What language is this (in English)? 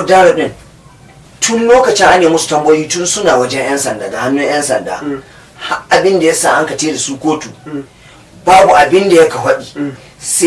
Hausa